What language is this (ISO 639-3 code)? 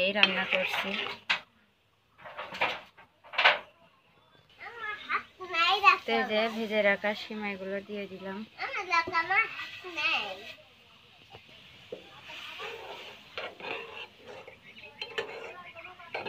ben